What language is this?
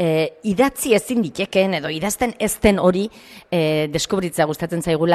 Basque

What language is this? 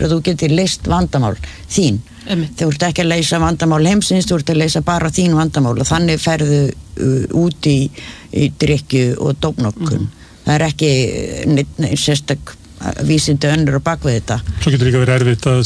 Icelandic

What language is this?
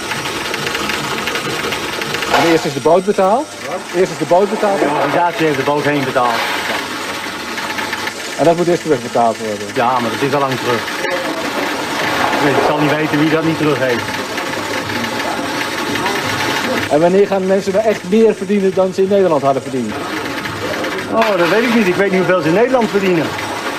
Dutch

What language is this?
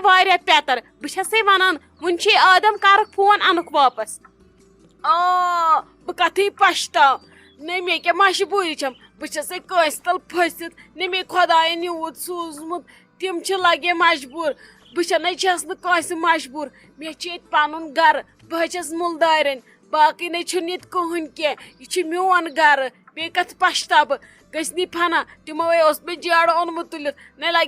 Kashmiri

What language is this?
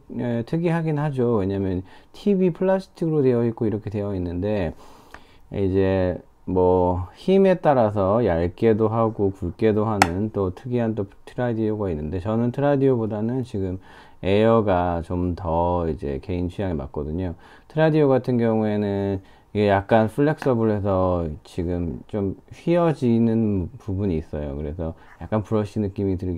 Korean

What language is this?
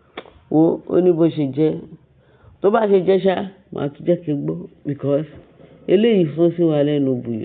Yoruba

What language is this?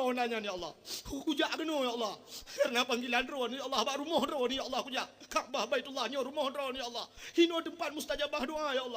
Achinese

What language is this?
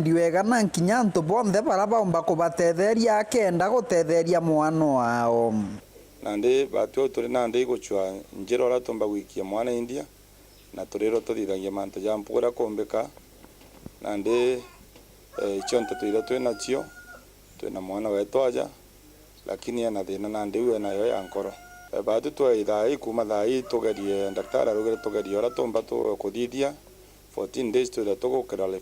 Meru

